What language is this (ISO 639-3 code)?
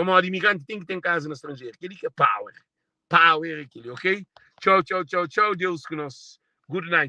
kea